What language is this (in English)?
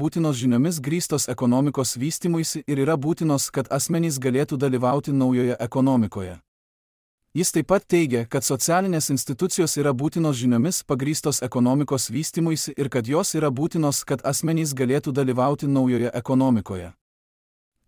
Lithuanian